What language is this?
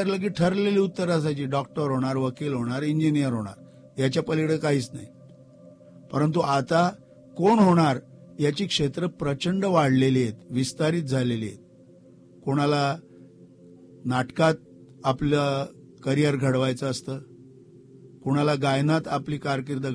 Marathi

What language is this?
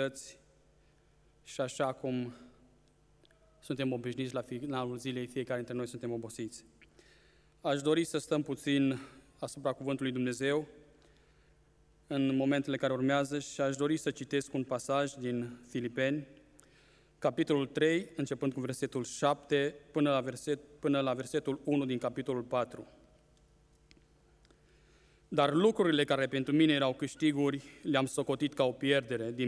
Romanian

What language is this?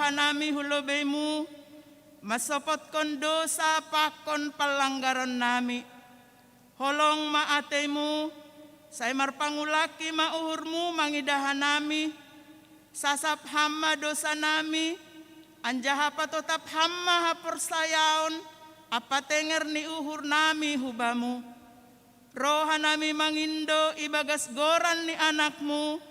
Batak Simalungun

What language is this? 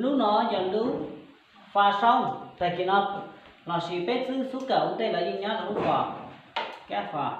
Hmong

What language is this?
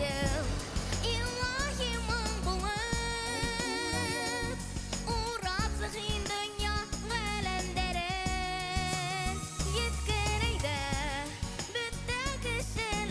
Bashkir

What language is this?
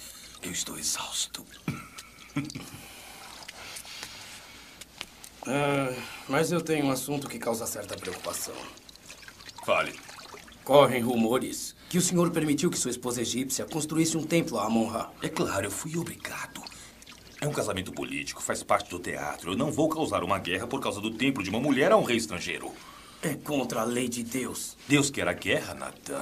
Portuguese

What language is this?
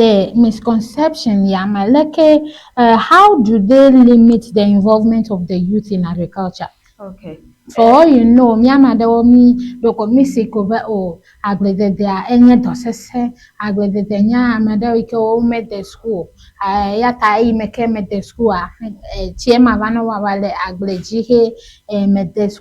Ewe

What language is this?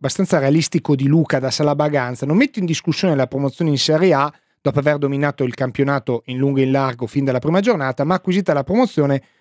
Italian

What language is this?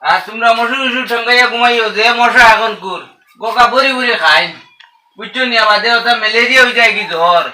Sylheti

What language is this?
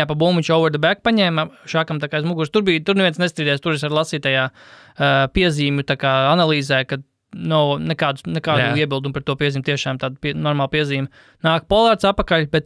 Latvian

